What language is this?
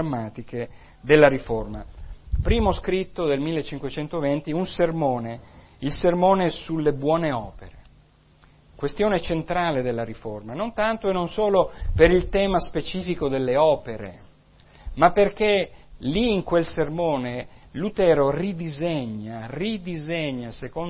Italian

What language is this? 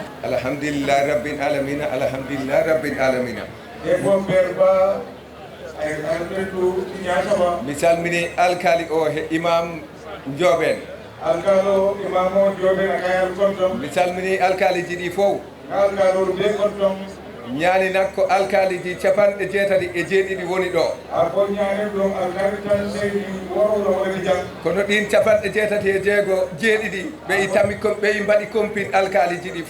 Fula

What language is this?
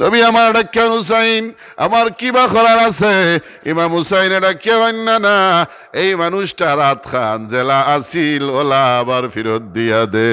Sylheti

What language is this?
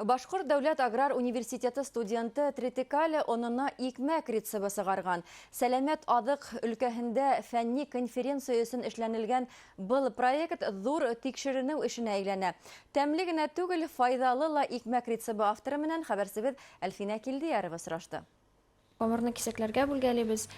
Bashkir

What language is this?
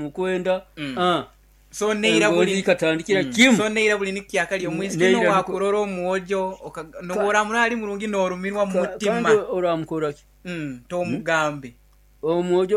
Nyoro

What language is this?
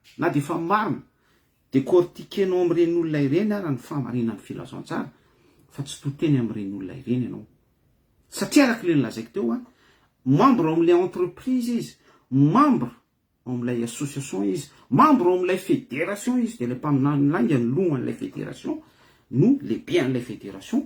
Malagasy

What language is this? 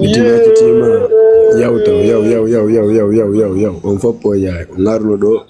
Fula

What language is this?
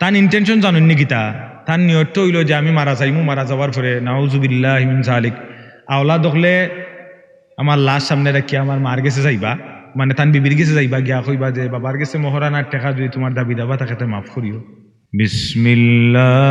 Sylheti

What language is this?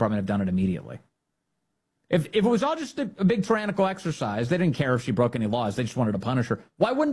English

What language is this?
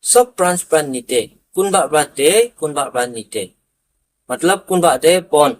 Naga Pidgin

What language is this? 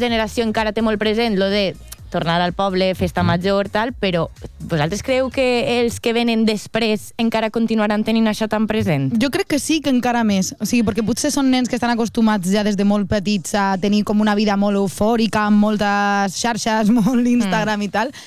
Catalan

